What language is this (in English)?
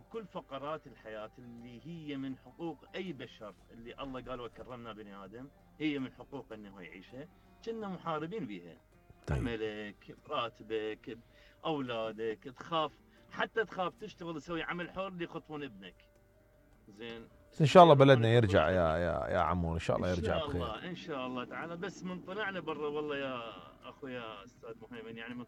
Mesopotamian Arabic